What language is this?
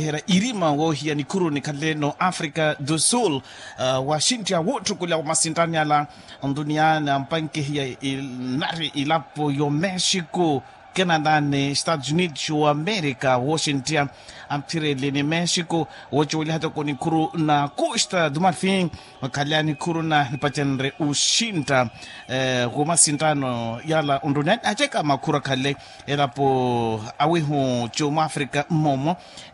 Makhuwa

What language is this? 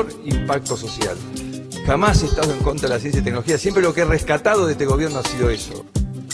Spanish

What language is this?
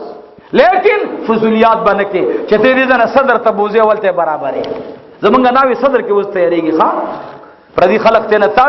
Pashto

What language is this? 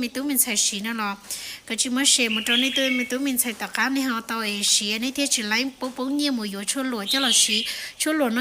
Hmong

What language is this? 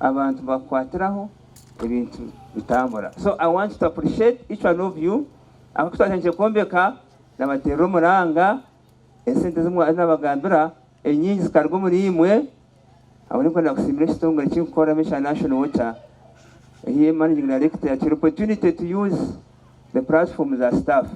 Nyankole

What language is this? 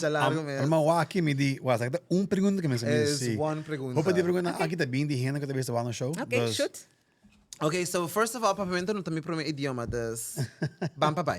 Papiamento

